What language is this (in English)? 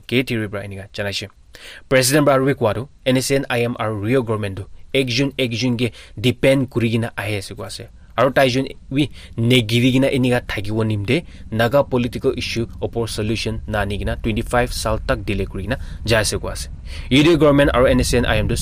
Naga Pidgin